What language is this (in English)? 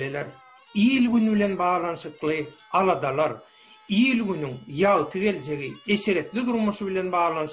Turkmen